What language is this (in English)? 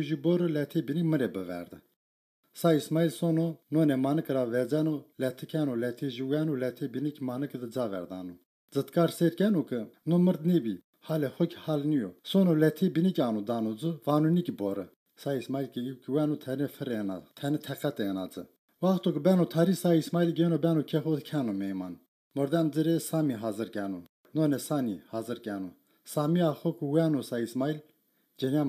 Zaza